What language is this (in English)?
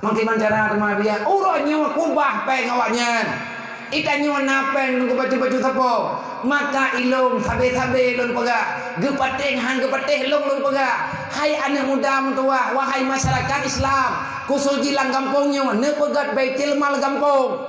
Achinese